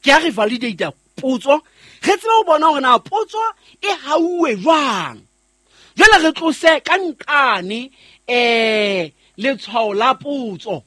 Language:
Southern Sotho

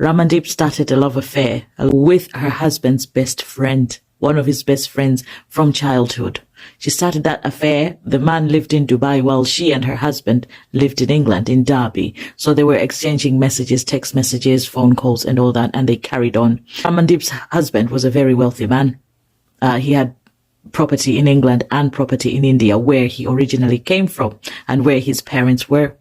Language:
English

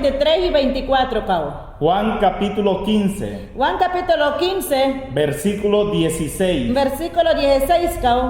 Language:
Mayangna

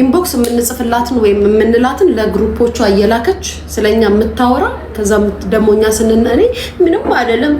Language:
Amharic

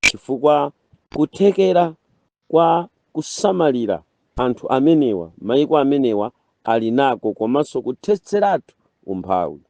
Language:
Nyanja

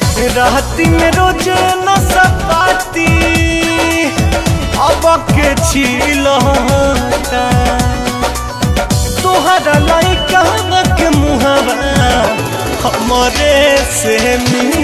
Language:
Bhojpuri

